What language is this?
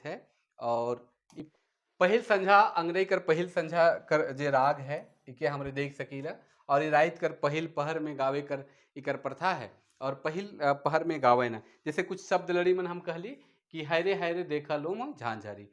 Sadri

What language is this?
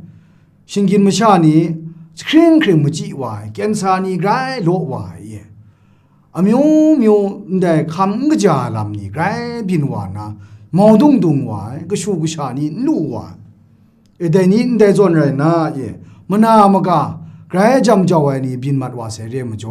Kachin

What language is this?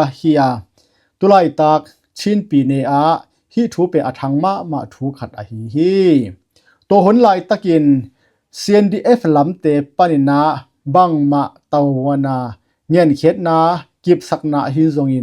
Tedim Chin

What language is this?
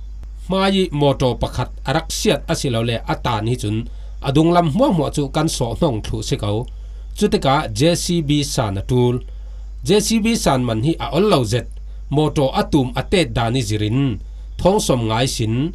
Falam Chin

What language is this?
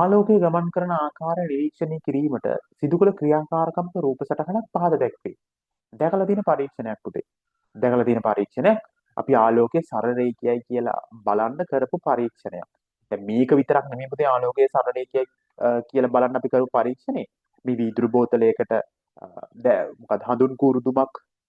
Sinhala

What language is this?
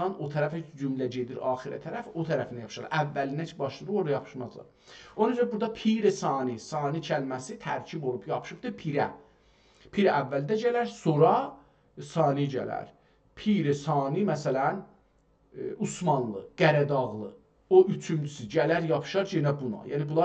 South Azerbaijani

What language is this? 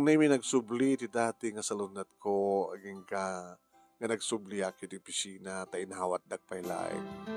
Iloko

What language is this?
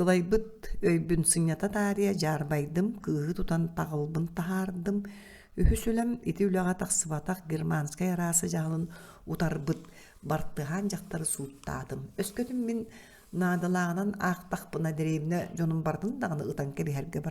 Yakut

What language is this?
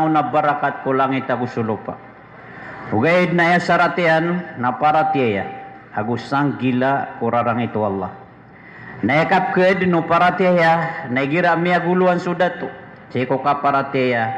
Maranao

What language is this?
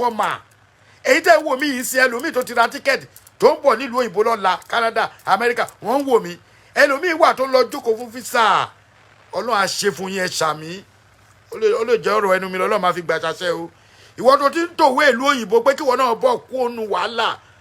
Yoruba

